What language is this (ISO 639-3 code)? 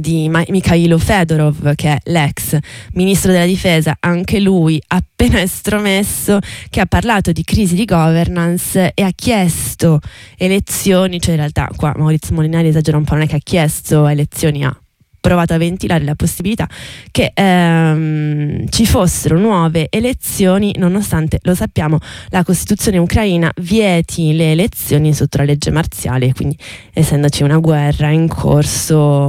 ita